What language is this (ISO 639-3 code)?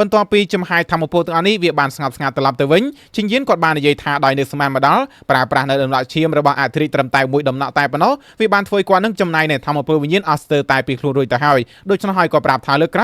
khm